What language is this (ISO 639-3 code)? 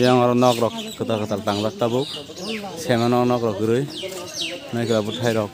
trp